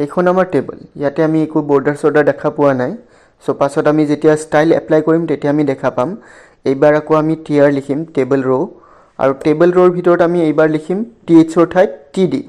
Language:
Assamese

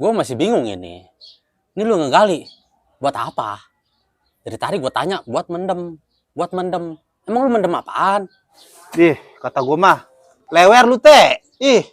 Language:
Betawi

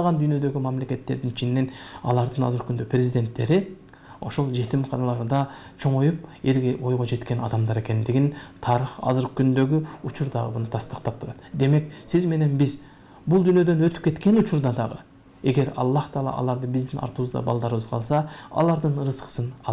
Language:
Kyrgyz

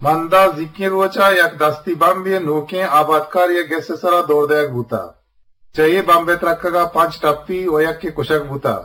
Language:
Eastern Balochi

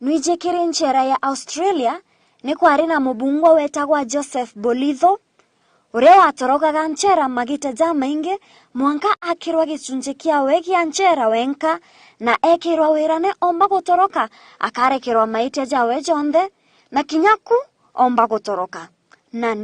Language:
Meru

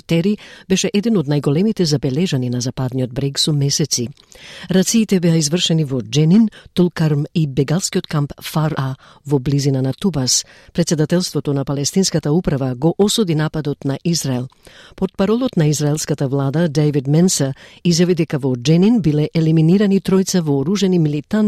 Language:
Macedonian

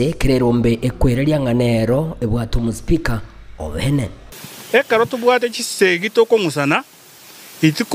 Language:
Gusii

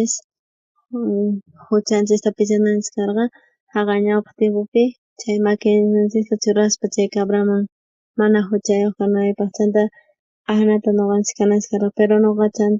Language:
South Bolivian Quechua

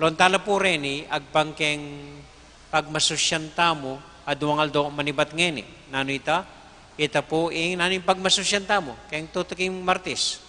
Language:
Pampanga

